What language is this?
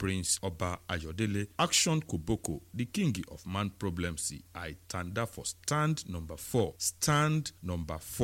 Igbo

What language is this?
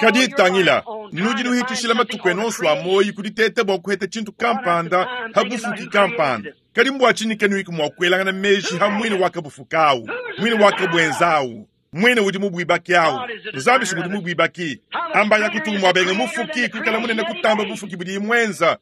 Luba-Lulua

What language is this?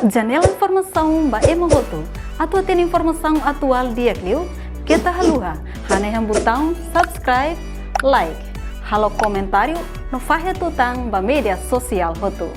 Tetum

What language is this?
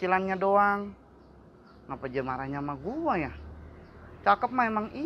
Betawi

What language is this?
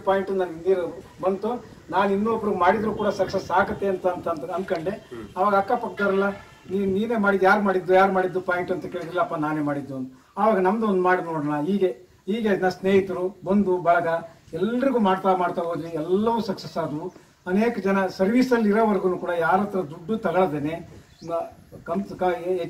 Kannada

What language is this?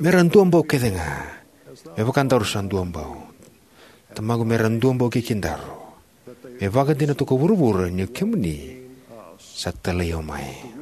Fijian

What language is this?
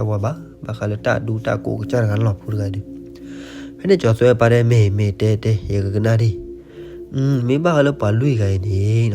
S'gaw Karen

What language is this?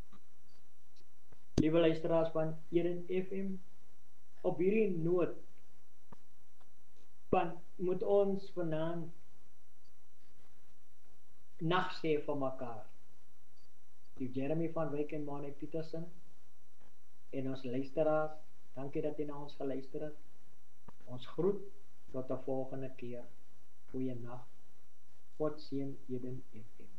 Afrikaans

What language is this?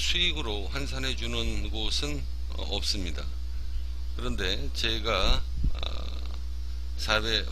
Korean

